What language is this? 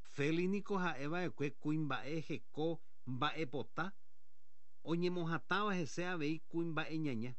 Guarani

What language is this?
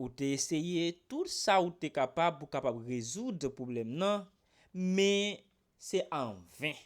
Haitian Creole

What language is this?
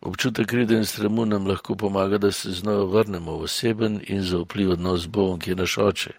Slovenian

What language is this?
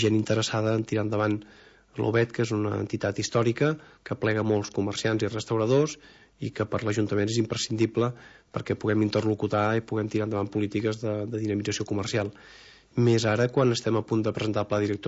Catalan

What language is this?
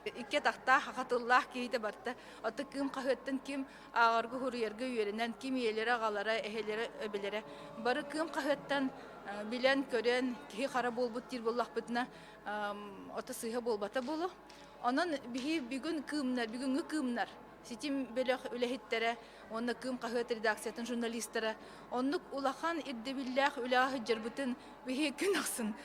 Yakut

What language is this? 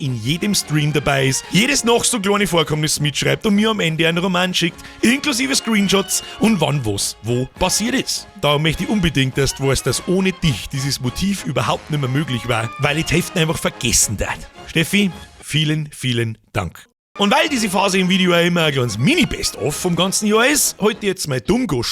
Bavarian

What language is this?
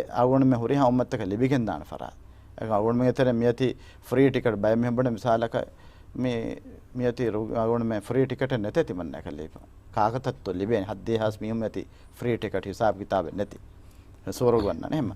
Divehi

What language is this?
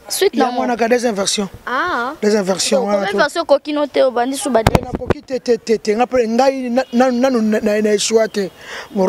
Lingala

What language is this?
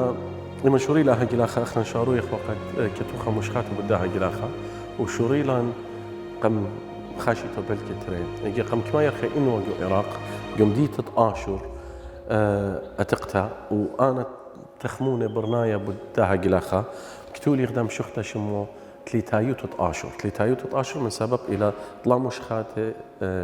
Assyrian Neo-Aramaic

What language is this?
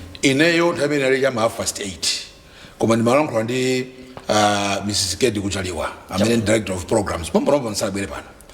Nyanja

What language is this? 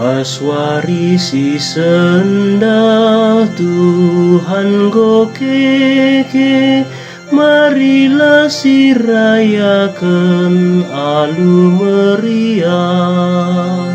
Batak Karo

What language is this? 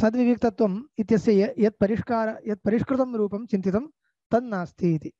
Sanskrit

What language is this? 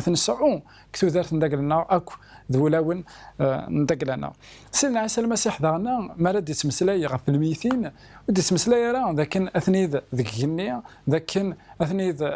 Kabyle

